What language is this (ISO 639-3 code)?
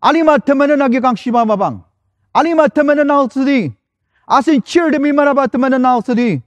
njo